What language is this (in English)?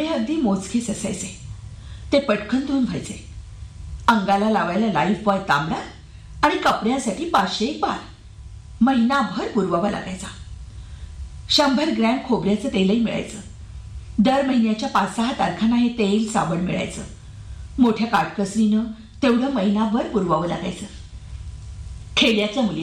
Marathi